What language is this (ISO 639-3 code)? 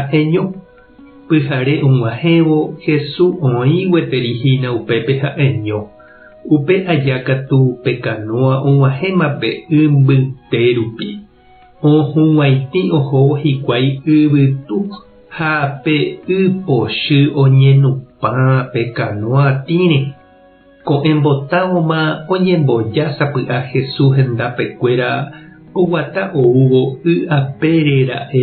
grn